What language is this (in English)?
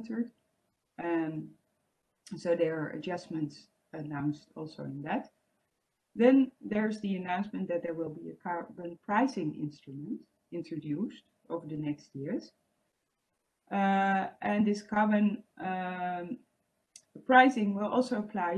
English